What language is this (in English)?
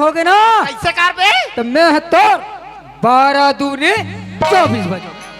Chhattisgarhi